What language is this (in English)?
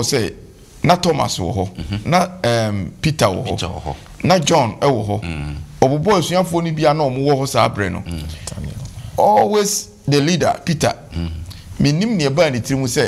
Akan